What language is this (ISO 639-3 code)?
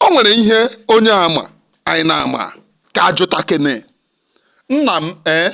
ibo